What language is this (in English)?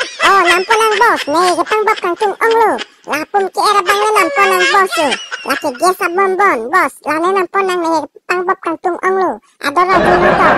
Karbi